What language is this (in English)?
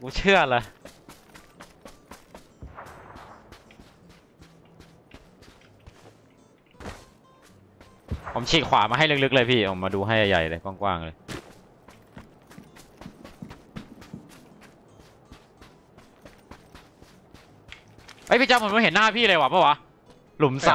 Thai